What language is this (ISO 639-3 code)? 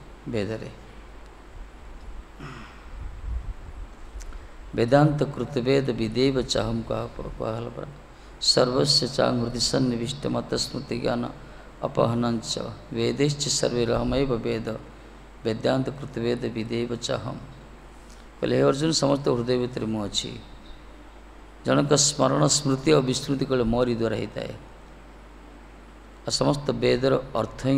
ori